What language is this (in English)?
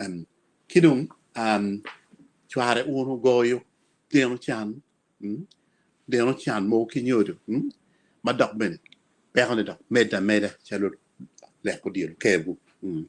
Acoli